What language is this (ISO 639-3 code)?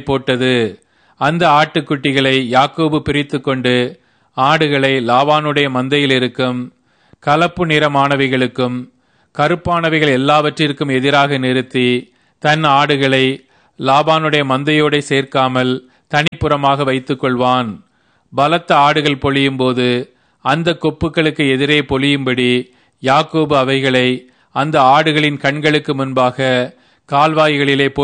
tam